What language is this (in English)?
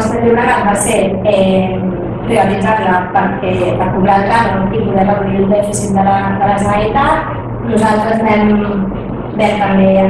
Catalan